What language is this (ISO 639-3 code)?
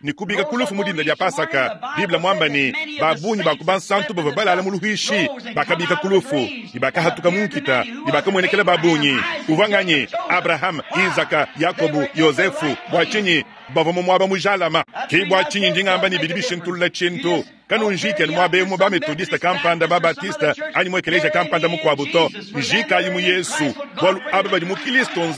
lua